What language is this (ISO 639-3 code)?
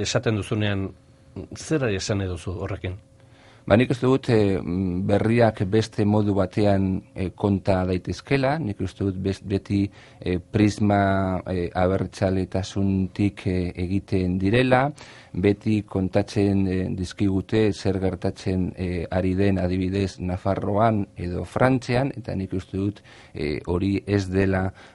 eus